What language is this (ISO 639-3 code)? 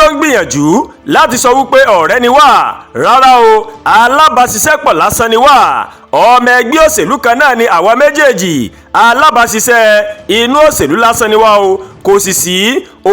yor